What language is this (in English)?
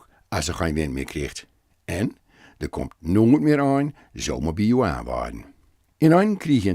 Gronings